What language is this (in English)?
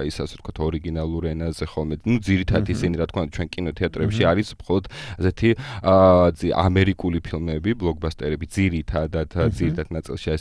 Georgian